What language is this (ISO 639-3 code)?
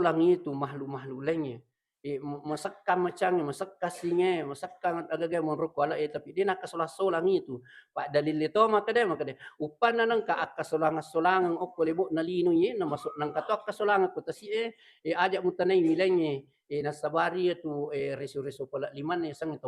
bug